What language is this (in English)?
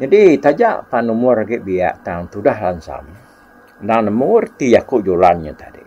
Iban